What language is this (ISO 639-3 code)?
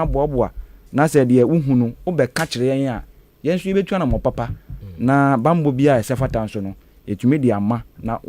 aka